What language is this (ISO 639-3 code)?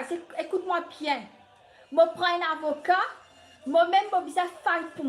mfe